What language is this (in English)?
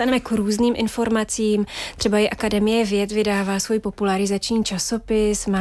Czech